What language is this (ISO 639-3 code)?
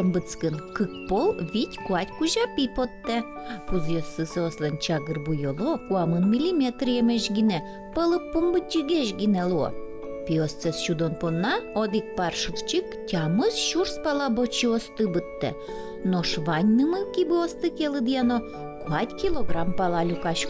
udm